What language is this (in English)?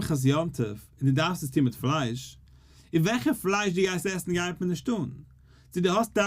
Yiddish